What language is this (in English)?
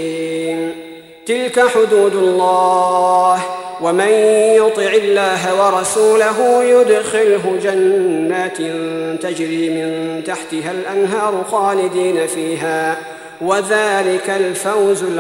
Arabic